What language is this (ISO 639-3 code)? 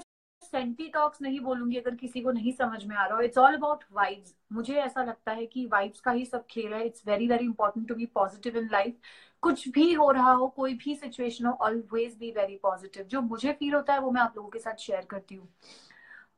hin